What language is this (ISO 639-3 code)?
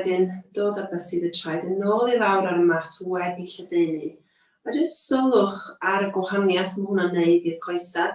cym